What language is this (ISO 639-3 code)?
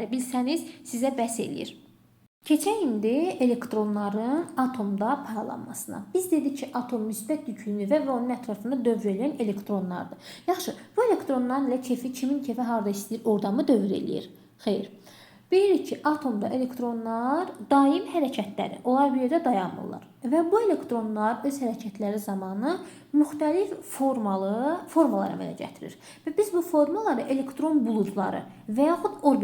aze